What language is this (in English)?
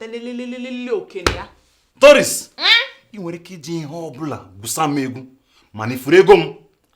Igbo